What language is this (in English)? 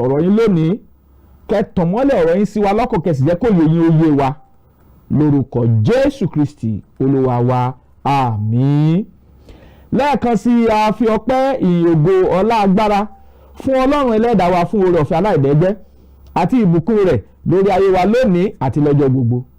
Yoruba